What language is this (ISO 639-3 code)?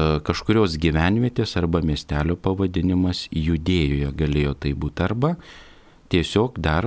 lit